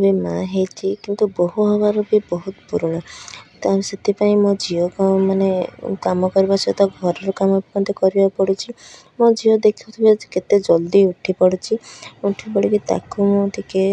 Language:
Odia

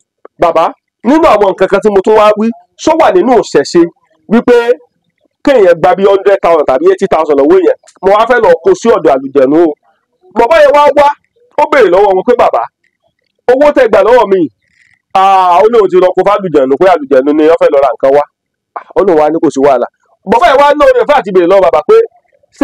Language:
Yoruba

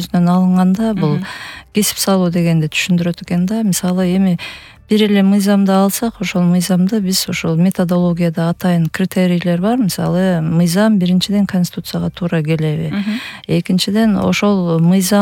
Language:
Kyrgyz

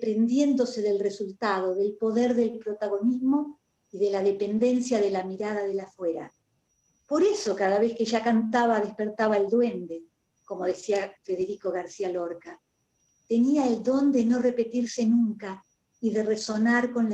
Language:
Ladino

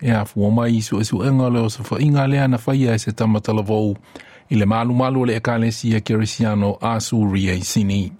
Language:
Samoan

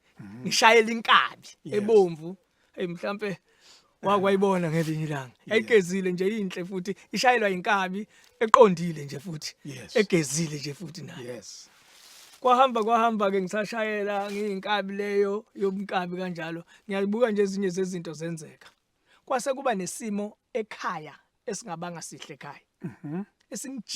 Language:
Zulu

